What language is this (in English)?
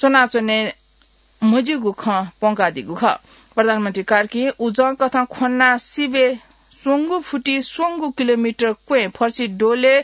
Newari